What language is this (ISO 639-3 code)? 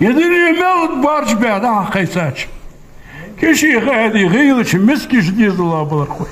inh